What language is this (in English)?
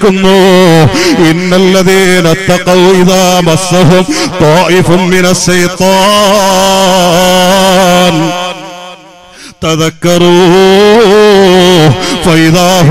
Malayalam